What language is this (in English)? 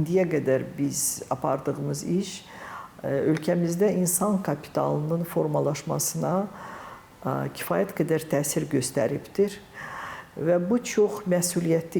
Azerbaijani